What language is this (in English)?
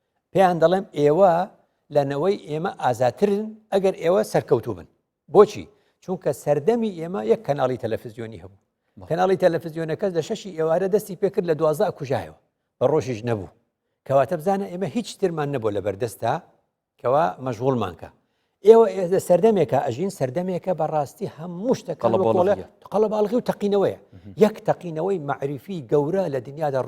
Central Kurdish